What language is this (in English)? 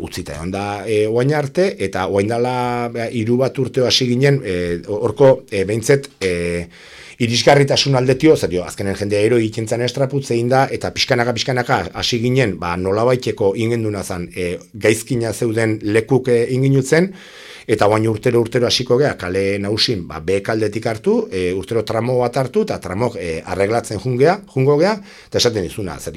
Basque